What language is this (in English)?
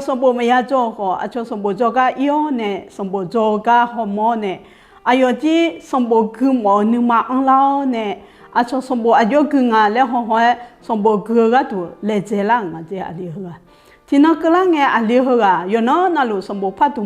Akha